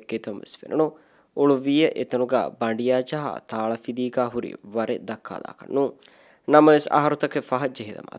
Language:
Divehi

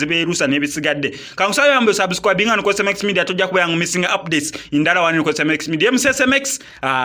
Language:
Ganda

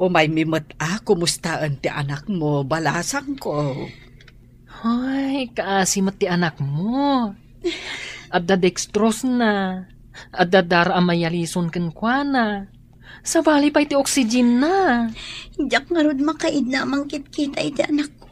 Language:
Iloko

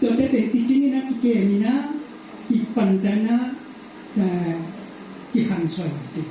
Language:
Tedim Chin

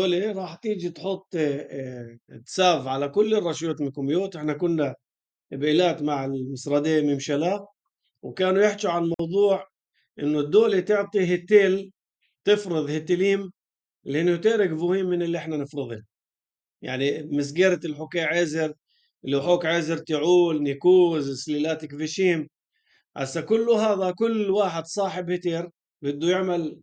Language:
North Levantine Arabic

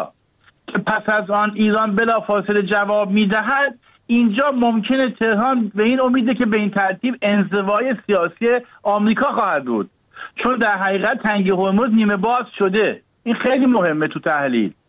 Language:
Persian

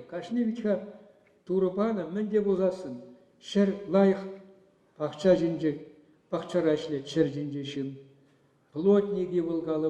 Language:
Chuvash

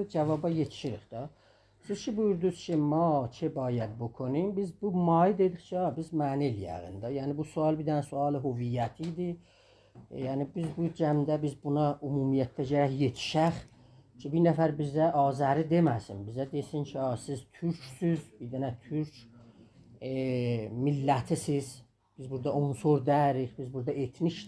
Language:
South Azerbaijani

